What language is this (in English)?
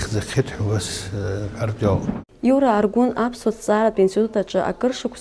Abkhazian